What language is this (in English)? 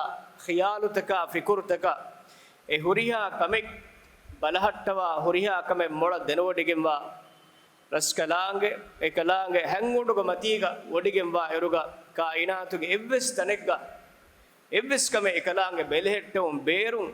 Divehi